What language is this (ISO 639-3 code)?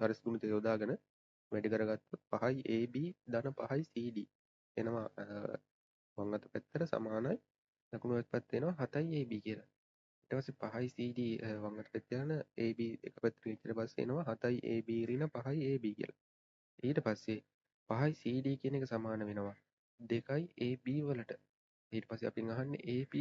sin